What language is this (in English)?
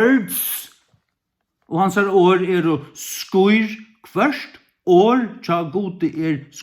Faroese